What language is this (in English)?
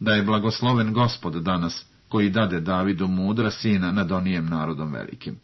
Croatian